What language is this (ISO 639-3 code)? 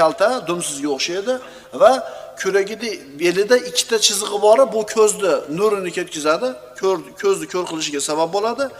uzb